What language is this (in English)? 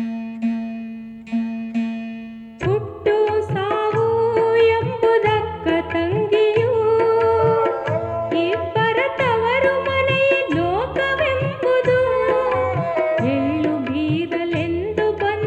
Kannada